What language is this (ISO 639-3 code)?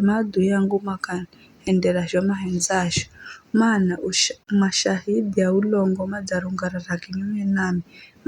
nyf